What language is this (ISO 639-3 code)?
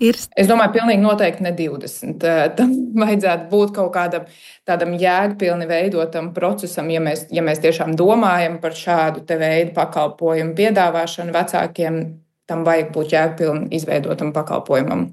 lav